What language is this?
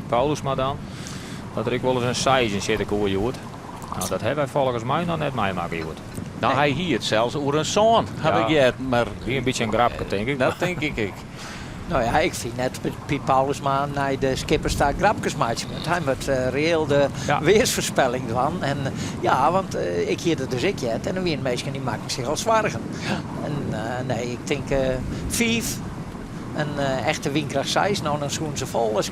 Western Frisian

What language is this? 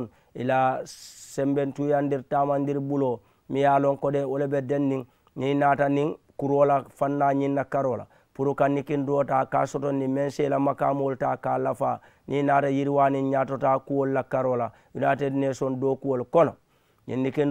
Mandingo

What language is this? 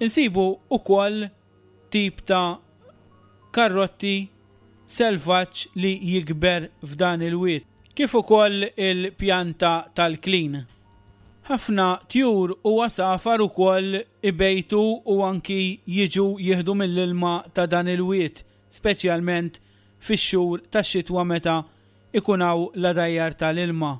Maltese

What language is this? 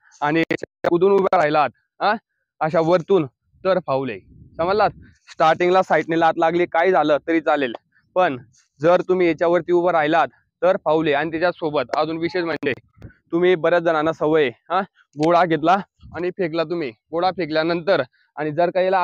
Marathi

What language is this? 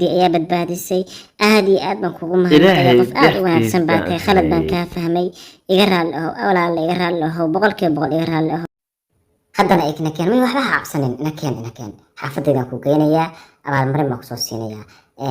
Somali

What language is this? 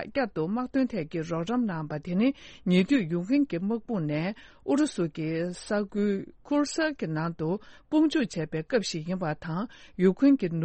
Tibetan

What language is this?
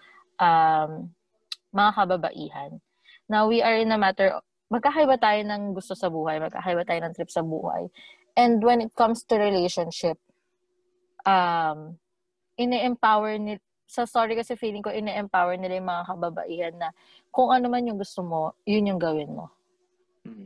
Filipino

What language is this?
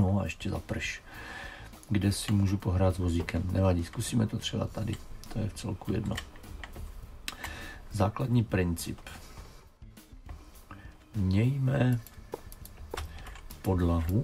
Czech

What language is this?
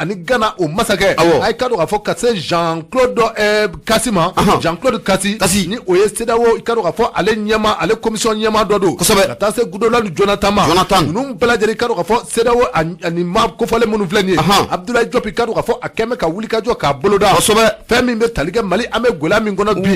Bambara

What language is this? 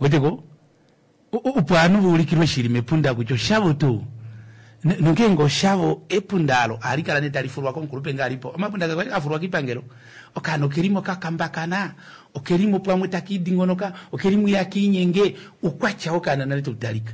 Kuanyama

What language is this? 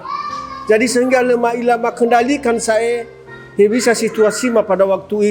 Nias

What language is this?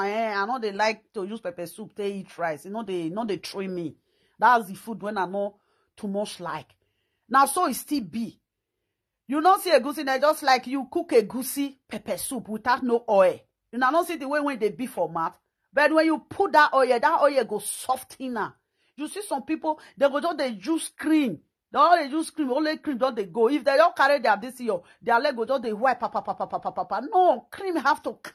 Nigerian Pidgin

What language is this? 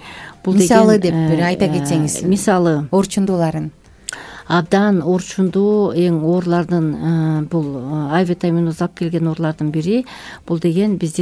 Kyrgyz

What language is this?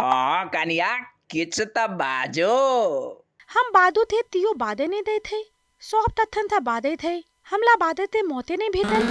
Maithili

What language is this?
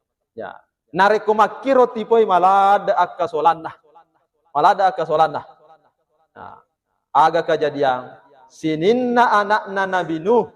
Buginese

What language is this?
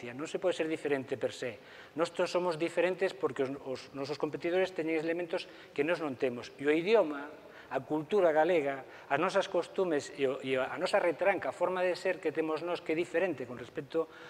Galician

